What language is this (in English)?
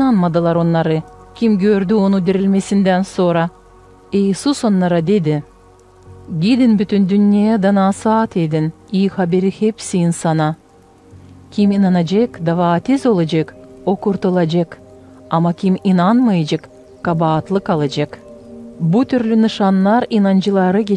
Gagauz